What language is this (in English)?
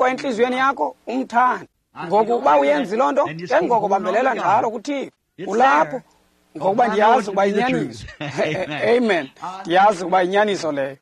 Xhosa